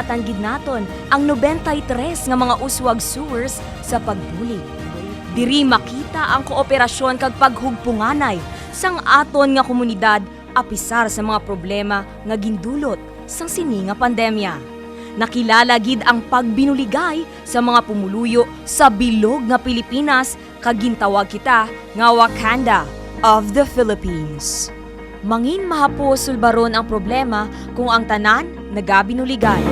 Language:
Hiligaynon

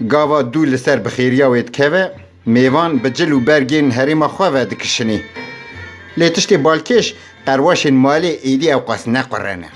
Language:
Kurdish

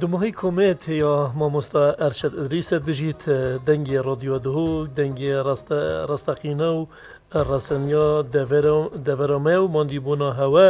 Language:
Kurdish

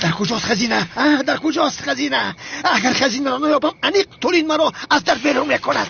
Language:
Tajik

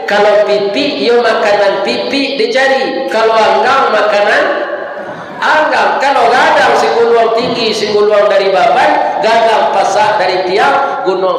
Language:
Minangkabau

